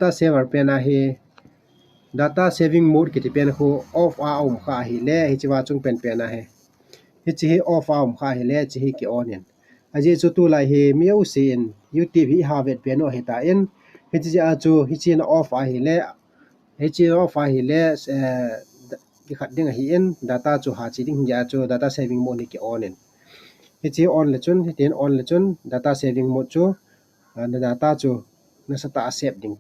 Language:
Thado Chin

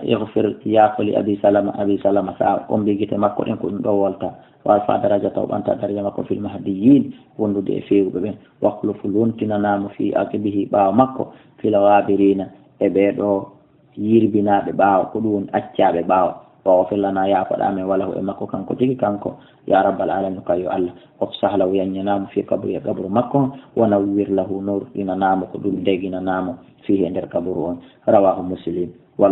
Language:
Fula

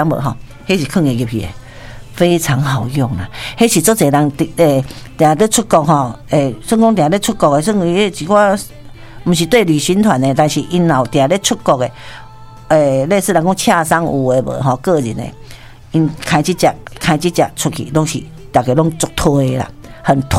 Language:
Min Nan Chinese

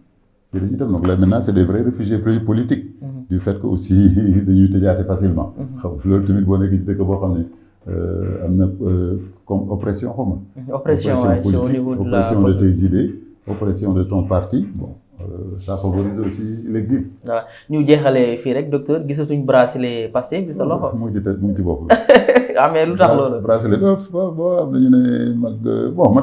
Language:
Wolof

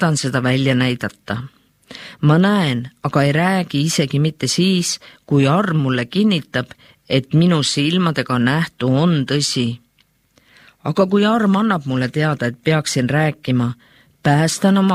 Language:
Estonian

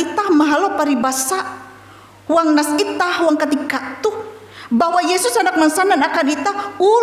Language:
Ngaju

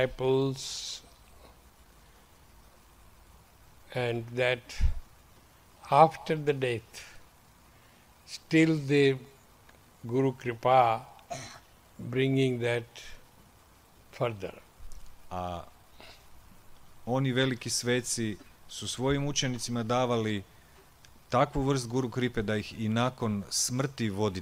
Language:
Croatian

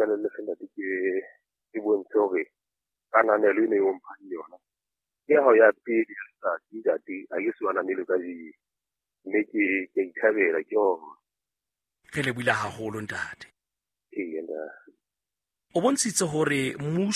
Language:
Southern Sotho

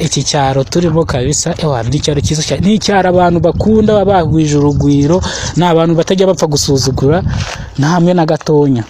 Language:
Kinyarwanda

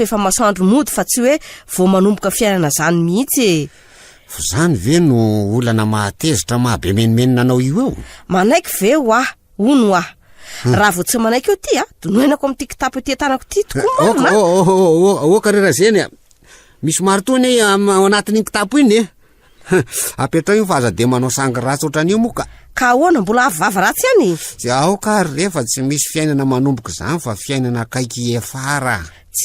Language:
Malagasy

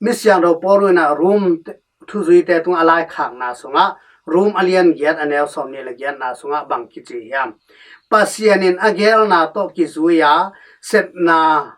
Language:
Tedim Chin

